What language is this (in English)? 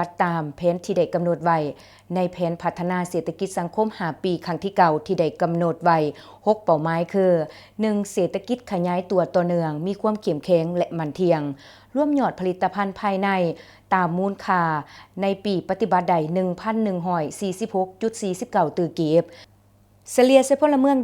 Lao